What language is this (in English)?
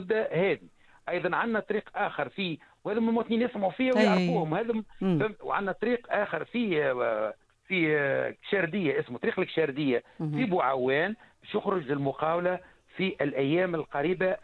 Tunisian Arabic